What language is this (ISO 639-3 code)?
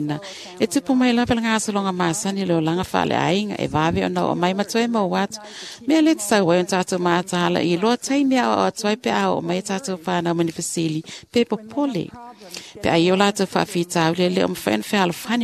smo